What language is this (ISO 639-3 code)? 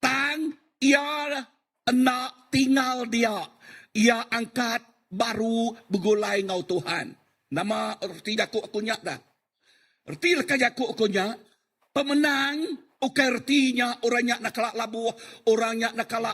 iba